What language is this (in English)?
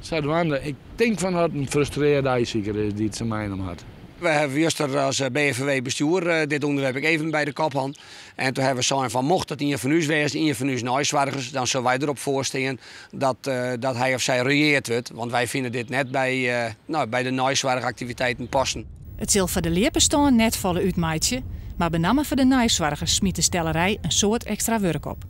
Western Frisian